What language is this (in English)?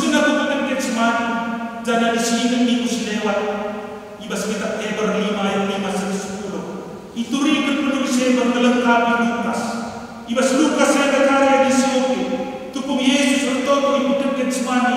Batak Karo